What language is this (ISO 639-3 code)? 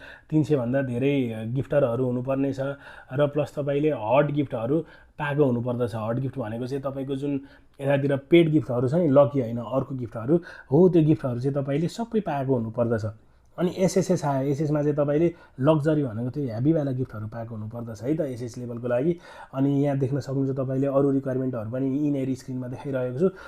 nep